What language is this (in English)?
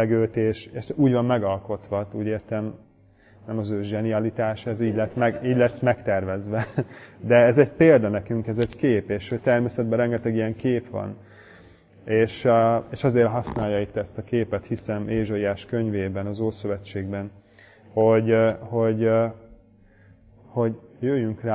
Hungarian